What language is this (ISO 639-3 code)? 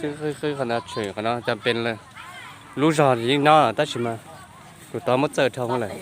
hmn